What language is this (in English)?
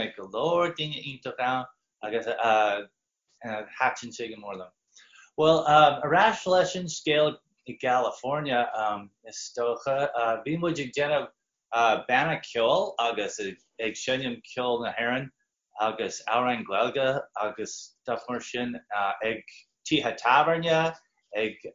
Irish